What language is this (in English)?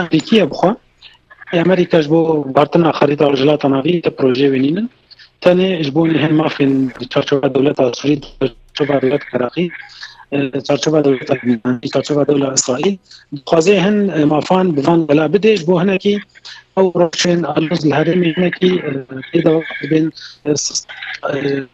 Kurdish